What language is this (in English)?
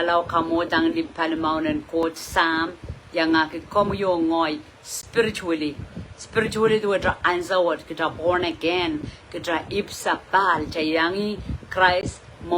Pohnpeian